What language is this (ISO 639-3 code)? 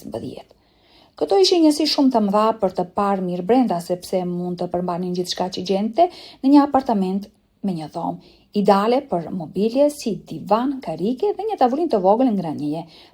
sqi